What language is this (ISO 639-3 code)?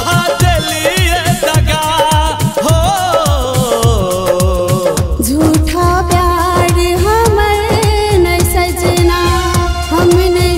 bho